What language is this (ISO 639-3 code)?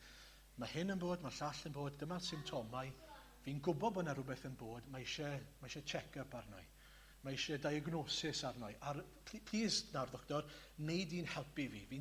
cym